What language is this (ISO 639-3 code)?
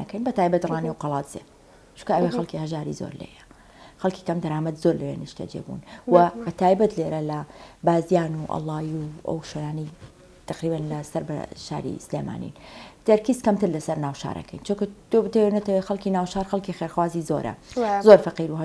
ckb